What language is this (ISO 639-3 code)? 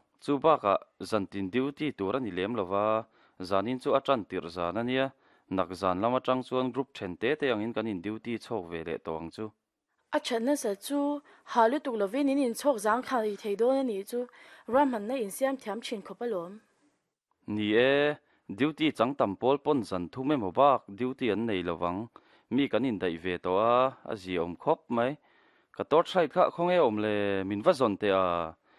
lus